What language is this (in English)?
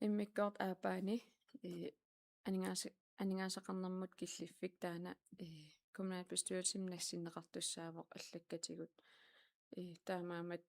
Kalaallisut